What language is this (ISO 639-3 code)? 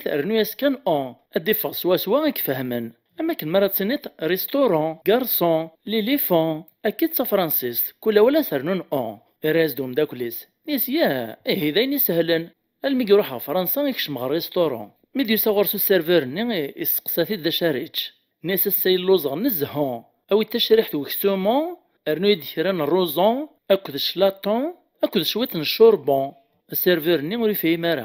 kab